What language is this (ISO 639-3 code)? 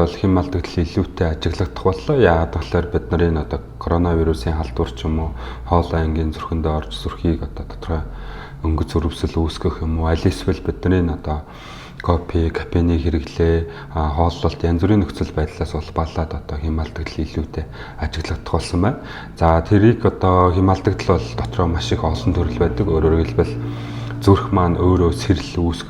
mon